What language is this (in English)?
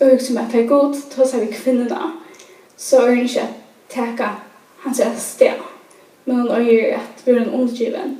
Faroese